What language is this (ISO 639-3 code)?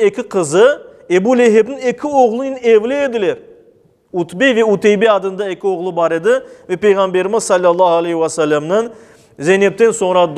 crh